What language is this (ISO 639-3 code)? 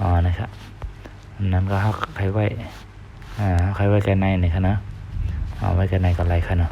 shn